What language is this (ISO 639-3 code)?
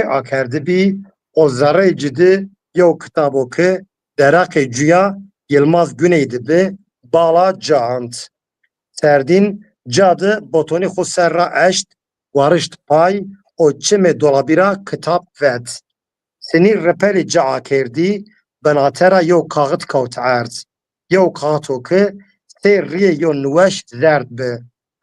zza